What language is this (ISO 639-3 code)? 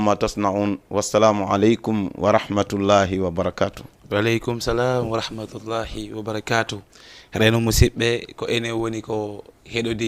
ful